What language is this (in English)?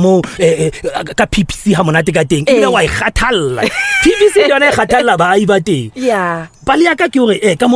Southern Sotho